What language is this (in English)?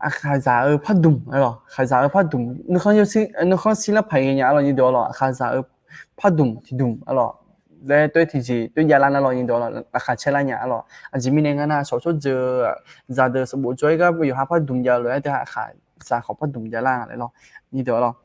Akha